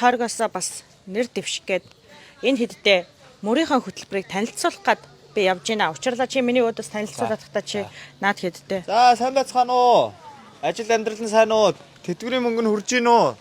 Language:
Mongolian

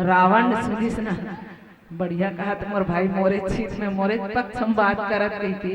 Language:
Chhattisgarhi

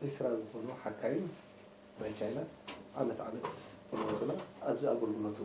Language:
Tigrinya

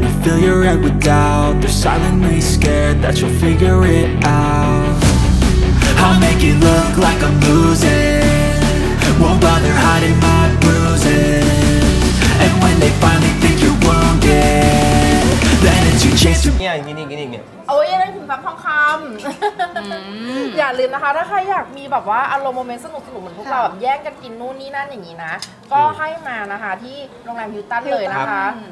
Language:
Thai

